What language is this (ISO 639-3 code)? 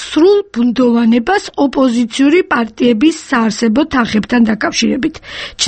kat